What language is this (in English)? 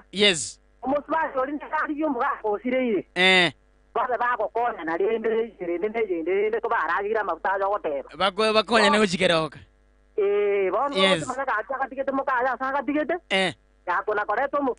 Gusii